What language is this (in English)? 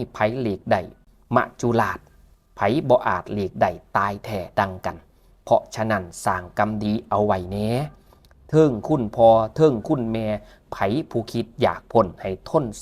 Northeastern Thai